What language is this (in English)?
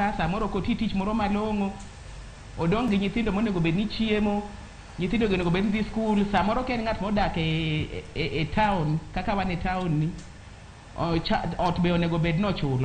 Luo (Kenya and Tanzania)